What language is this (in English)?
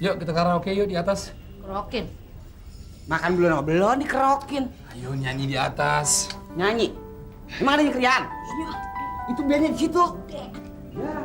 Betawi